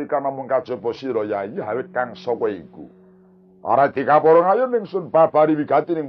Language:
Javanese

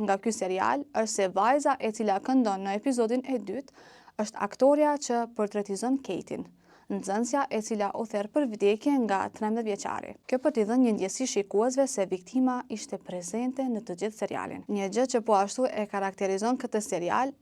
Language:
Albanian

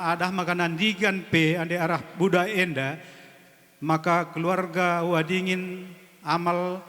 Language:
Batak Karo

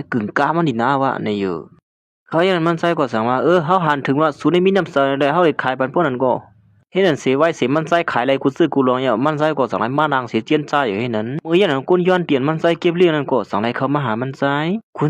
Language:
Shan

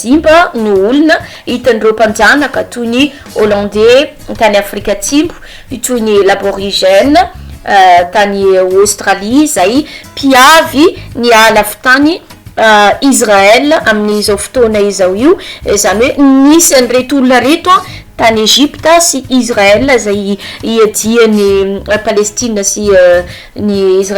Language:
Malagasy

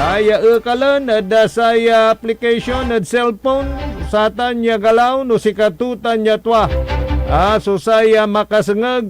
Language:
Pangasinan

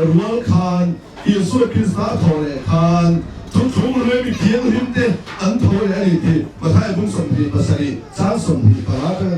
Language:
Mizo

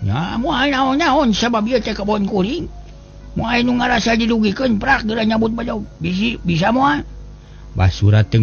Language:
Sundanese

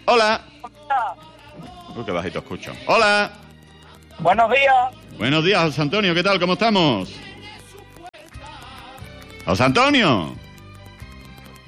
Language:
Spanish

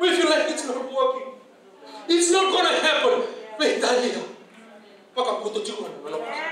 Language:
Fijian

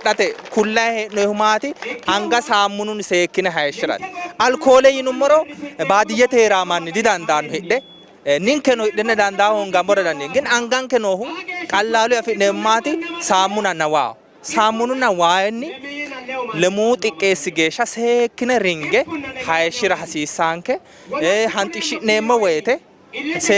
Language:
Sidamo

